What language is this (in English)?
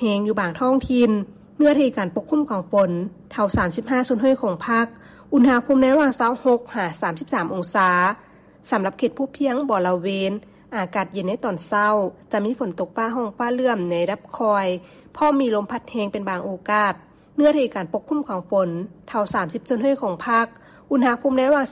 Lao